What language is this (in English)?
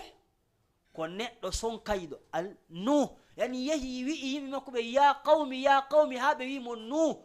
Fula